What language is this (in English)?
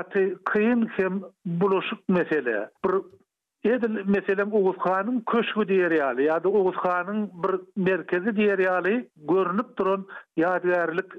Turkmen